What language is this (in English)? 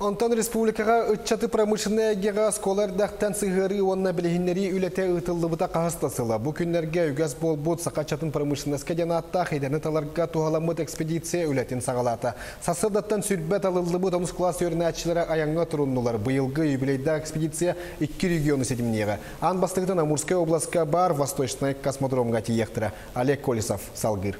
Yakut